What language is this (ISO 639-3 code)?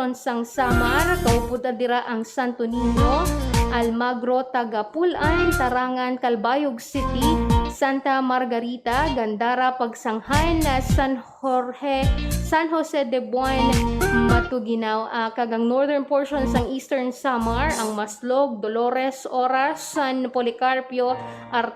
hil